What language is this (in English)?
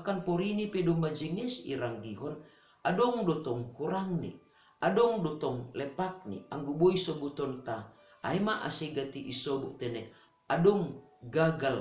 Batak Simalungun